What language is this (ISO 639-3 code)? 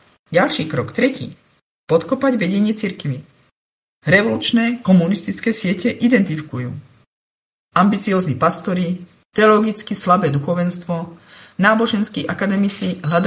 slk